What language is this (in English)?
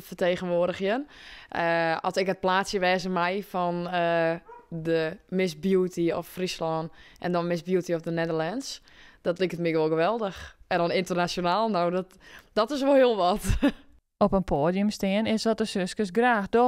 Western Frisian